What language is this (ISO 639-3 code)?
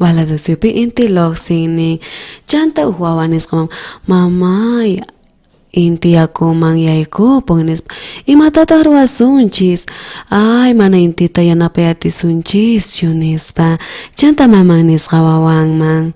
quh